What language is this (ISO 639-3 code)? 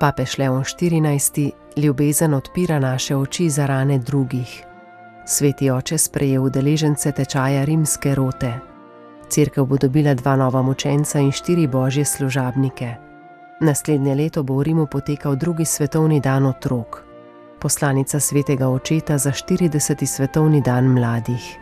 slv